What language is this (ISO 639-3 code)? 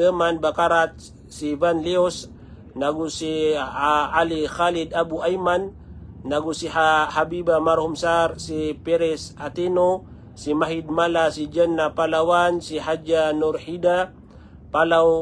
mrw